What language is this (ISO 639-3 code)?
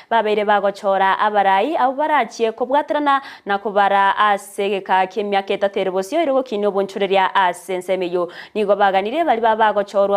guz